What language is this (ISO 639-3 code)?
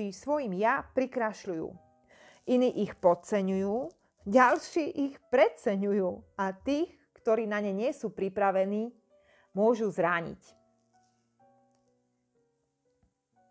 slk